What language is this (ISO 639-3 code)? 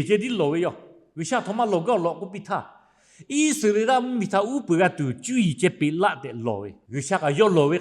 lhu